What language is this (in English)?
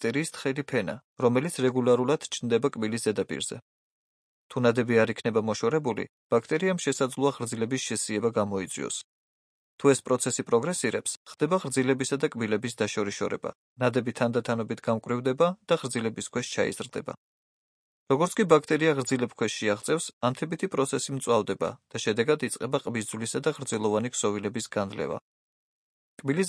Georgian